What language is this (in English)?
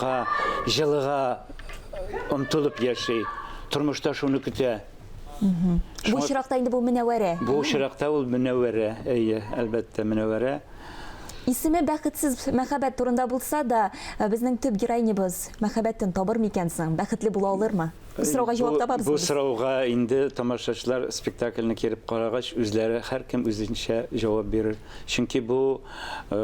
Tatar